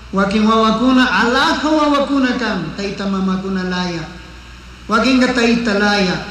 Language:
Chimborazo Highland Quichua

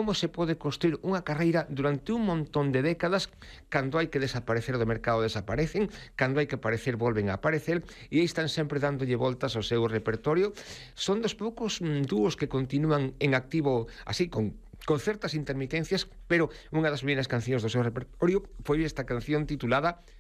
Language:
Galician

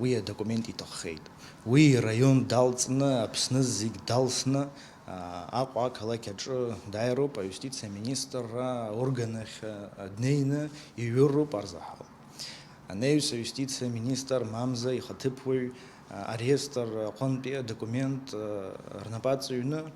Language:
Abkhazian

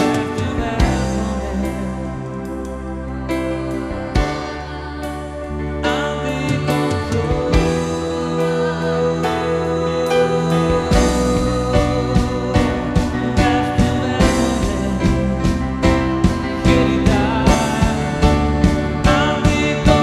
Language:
Icelandic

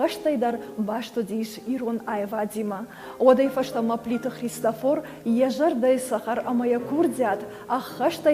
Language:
Ossetic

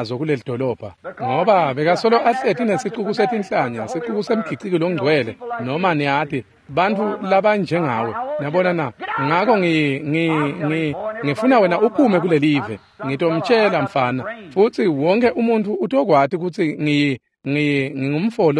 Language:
Swati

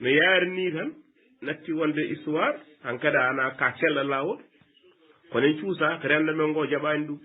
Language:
Fula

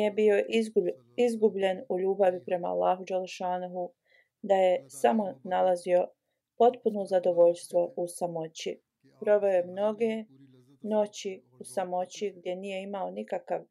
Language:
Bosnian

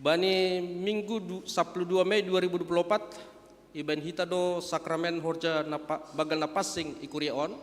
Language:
Batak Simalungun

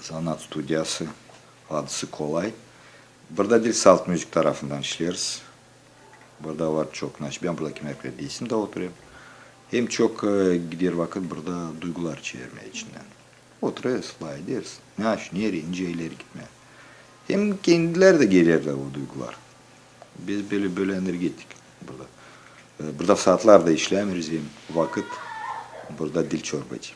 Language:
Gagauz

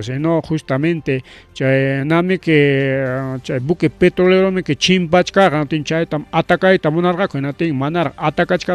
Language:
Ayacucho Quechua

